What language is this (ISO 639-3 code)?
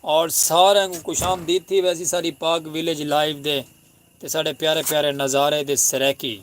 skr